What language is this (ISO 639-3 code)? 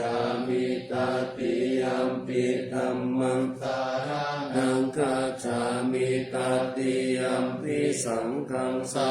pli